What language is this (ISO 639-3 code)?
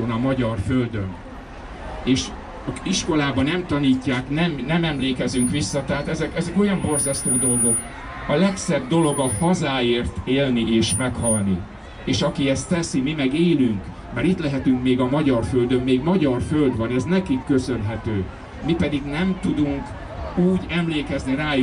hun